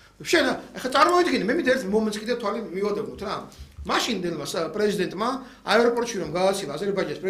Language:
Georgian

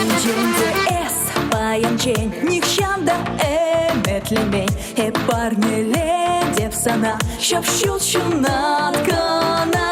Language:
Chuvash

